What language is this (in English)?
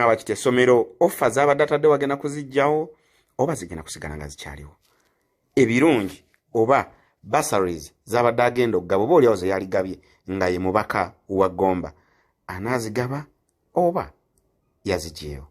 Ganda